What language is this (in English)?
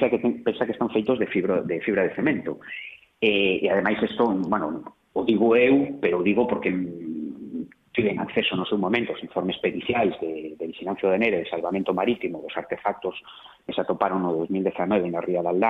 Galician